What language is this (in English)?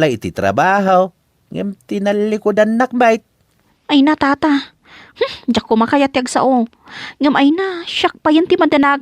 Iloko